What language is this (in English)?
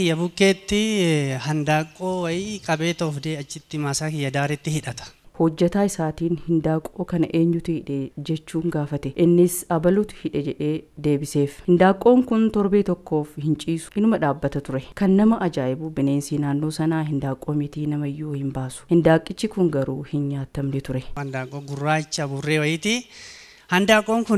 Oromo